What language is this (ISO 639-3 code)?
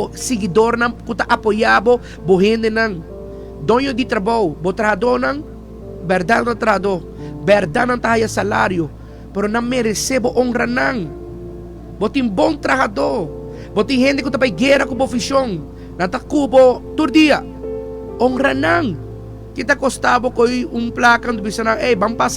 pap